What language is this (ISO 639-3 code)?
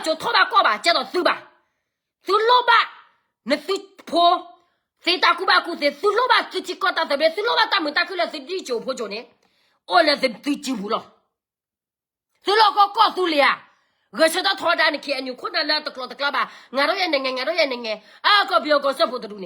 ksw